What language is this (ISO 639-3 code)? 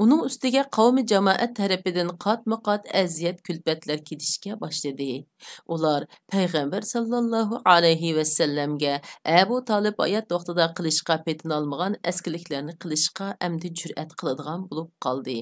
uig